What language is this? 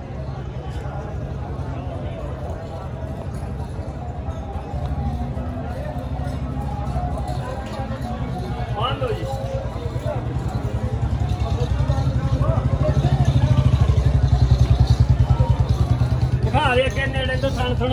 Punjabi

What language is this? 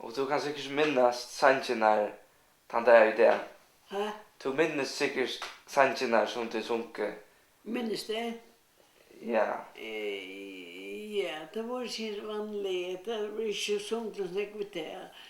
Faroese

